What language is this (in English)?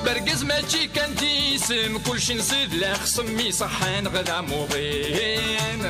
Kabyle